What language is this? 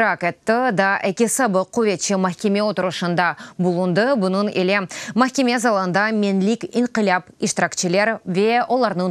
Crimean Tatar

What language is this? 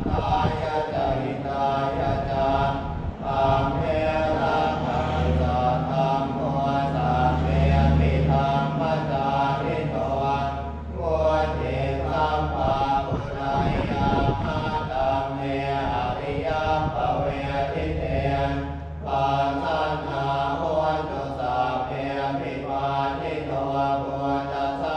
Pali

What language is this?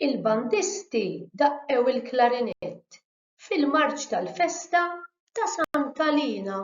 Maltese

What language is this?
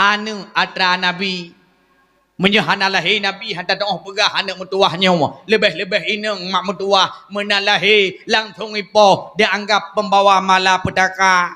Achinese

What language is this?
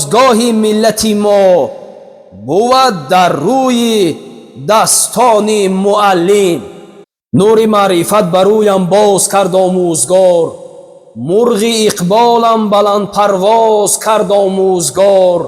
Tajik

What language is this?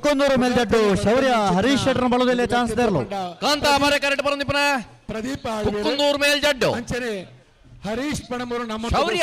Tulu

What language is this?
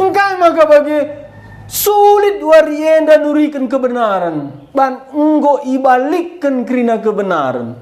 Batak Karo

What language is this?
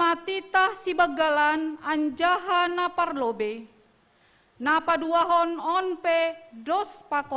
Batak Simalungun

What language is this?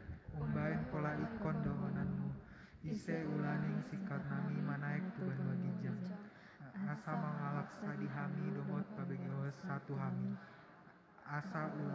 Batak Toba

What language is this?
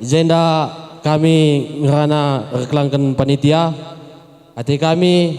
Batak Karo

